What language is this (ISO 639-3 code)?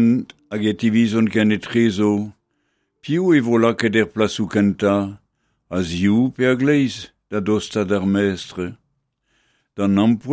bre